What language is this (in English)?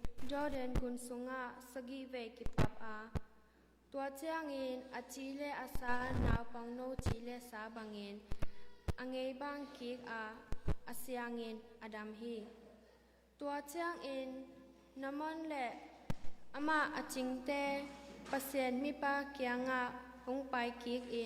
Tedim Chin